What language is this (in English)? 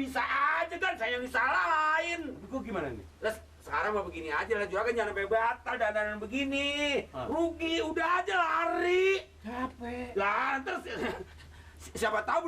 Betawi